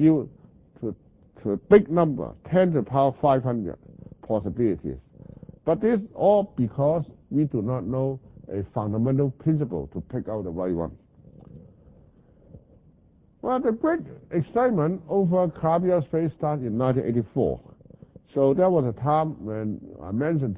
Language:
English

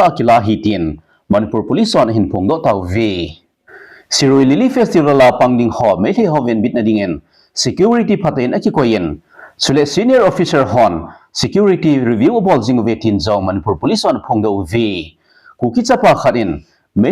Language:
Thado Chin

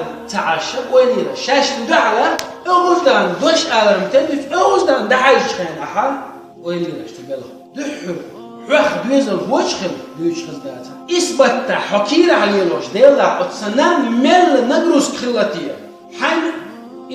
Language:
Chechen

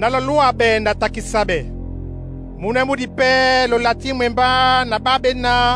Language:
Duala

